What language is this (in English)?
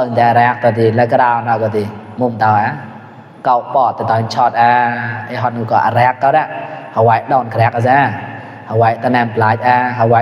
Mon